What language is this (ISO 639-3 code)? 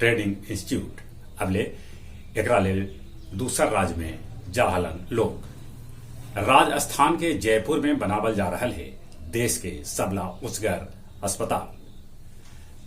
mag